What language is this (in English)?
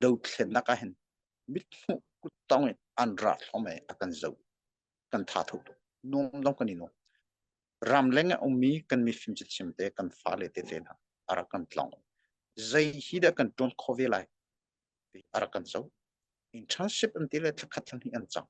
Hakha Chin